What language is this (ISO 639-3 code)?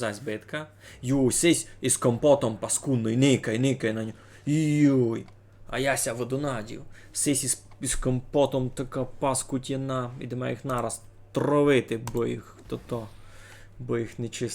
rue